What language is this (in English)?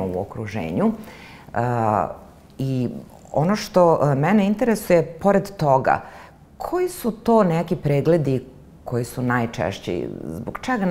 Serbian